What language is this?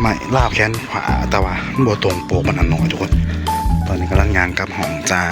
Northeastern Thai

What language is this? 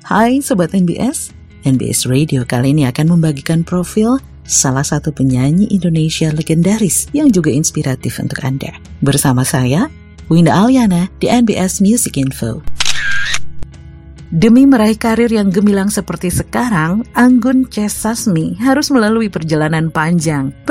Indonesian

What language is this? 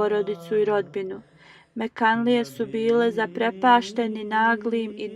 Bosnian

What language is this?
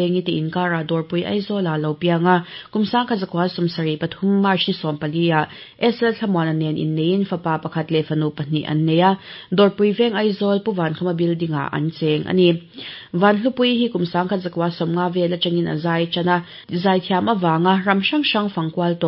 Mizo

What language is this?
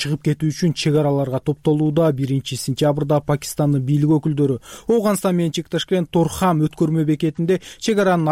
Kyrgyz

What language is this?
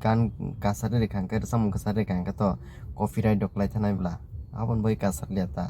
Kok Borok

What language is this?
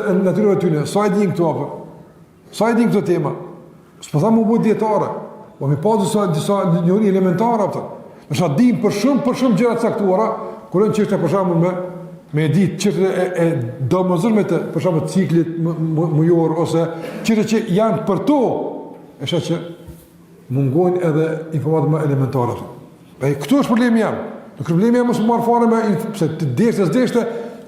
Albanian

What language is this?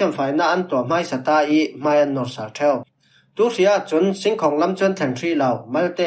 Falam Chin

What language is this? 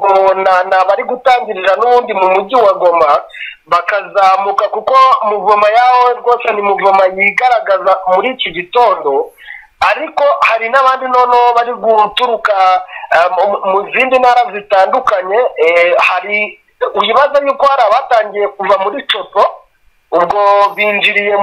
Kinyarwanda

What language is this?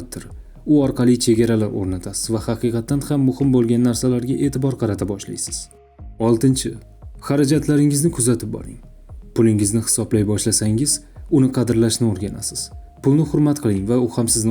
Uzbek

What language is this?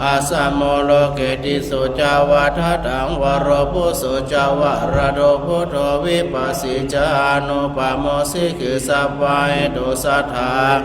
Pali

